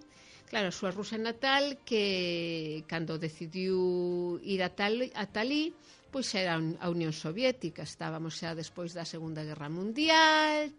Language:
Galician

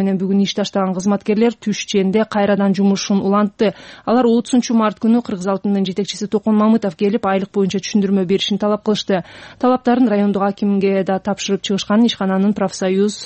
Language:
Kyrgyz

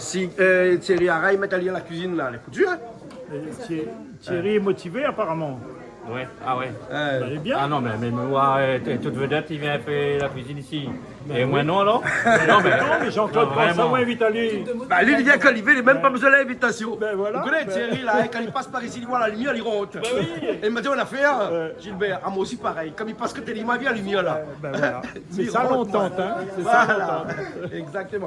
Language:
Réunion Creole French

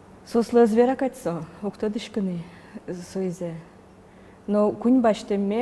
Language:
Udmurt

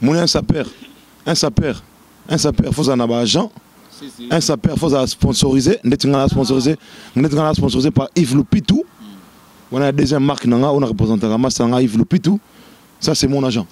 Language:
Lingala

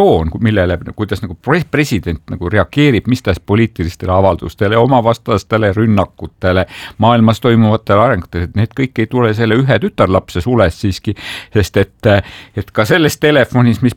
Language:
Estonian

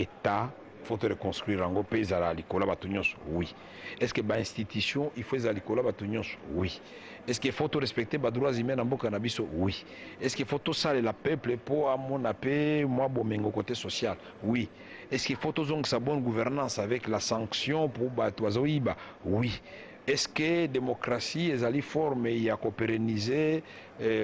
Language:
Lingala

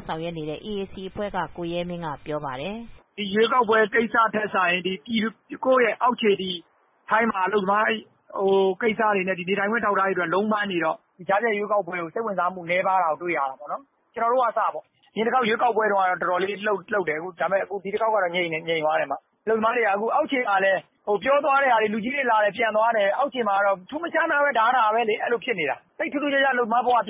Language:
Burmese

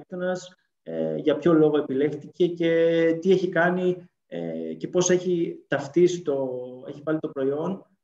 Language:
Greek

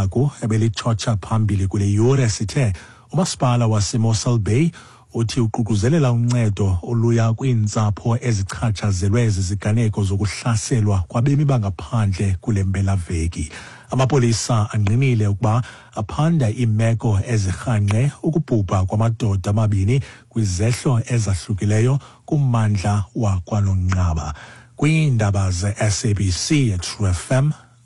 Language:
Xhosa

